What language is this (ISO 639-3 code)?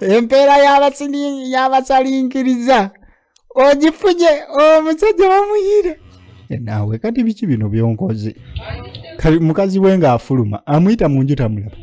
lug